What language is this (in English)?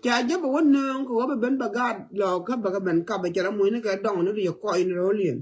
Nuer